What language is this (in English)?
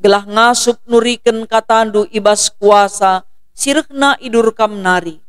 Batak Karo